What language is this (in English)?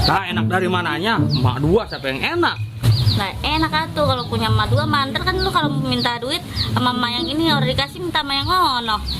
Betawi